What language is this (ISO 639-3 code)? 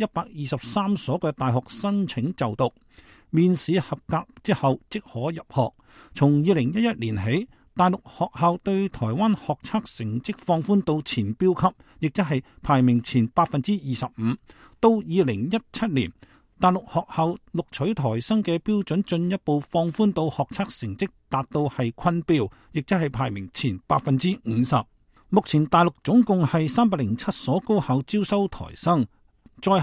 yue